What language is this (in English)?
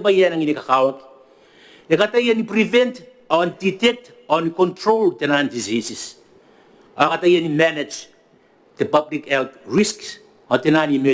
Gilbertese